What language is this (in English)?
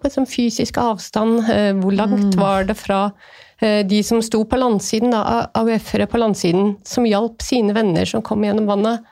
Norwegian